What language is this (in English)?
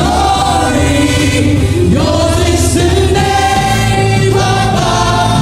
Hiligaynon